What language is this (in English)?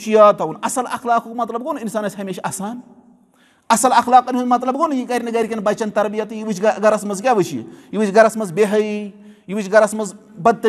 Kashmiri